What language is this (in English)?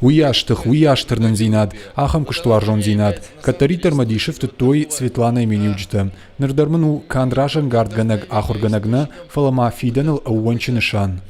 Ossetic